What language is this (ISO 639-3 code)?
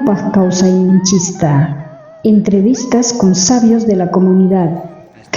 quh